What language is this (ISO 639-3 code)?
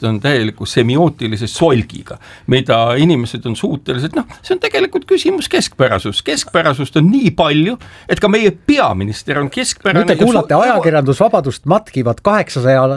est